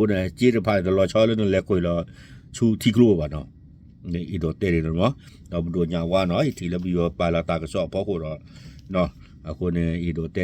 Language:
S'gaw Karen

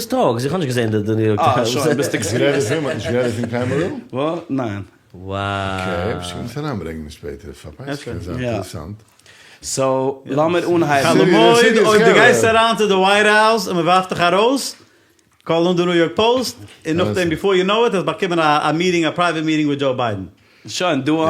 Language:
Yiddish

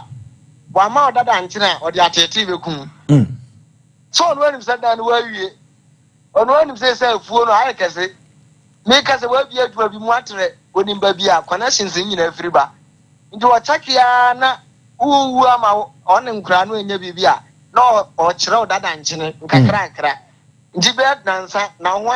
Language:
Akan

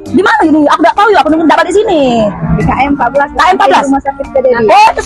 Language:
Musi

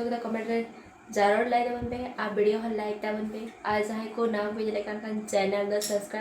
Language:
Santali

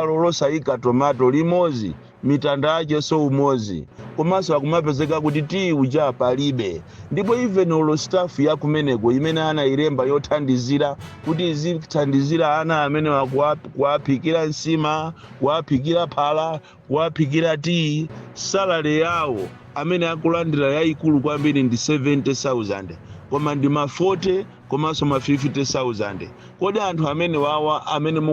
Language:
Nyanja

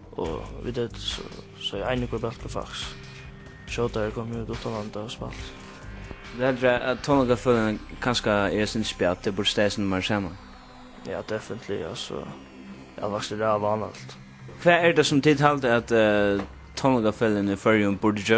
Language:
Faroese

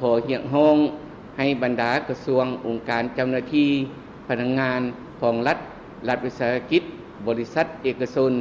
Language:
Lao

